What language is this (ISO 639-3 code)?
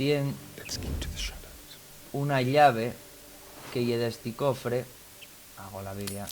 ast